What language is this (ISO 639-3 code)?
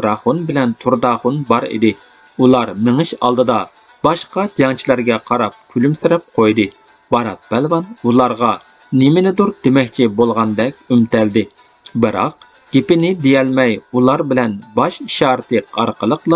uig